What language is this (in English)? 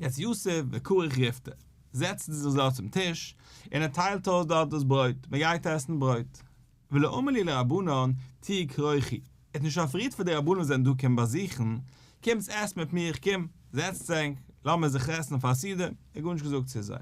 Yiddish